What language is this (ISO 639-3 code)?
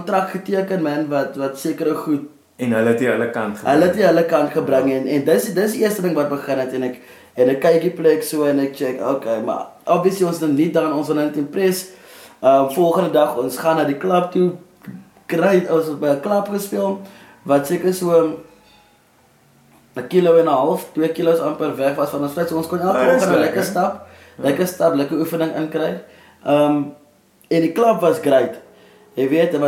afr